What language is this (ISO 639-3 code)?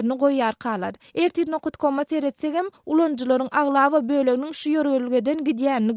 tuk